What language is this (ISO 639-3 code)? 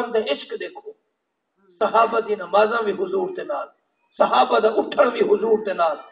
skr